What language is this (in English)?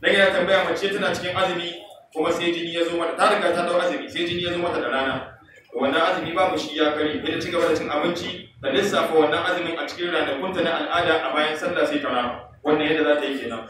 Hausa